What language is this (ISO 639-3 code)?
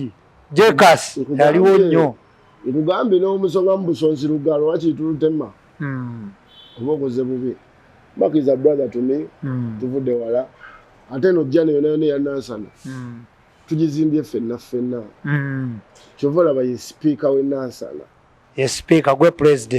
lug